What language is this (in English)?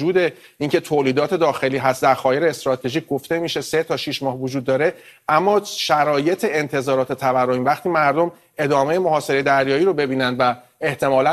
Persian